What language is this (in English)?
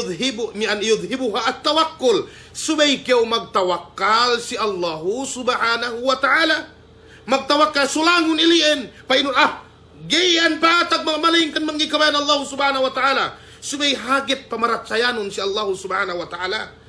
Yakan